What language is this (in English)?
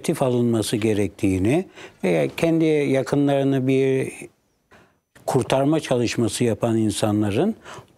Turkish